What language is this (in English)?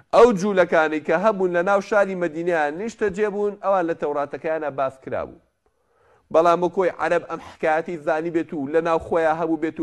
Central Kurdish